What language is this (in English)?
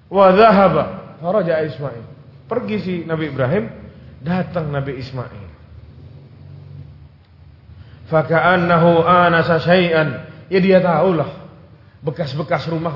Indonesian